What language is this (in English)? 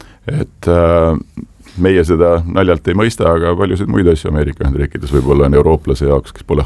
Estonian